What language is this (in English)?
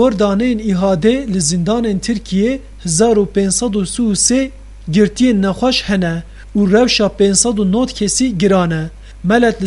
Kurdish